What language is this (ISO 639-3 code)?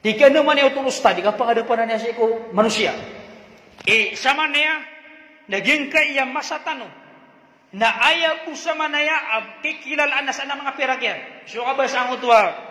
mrw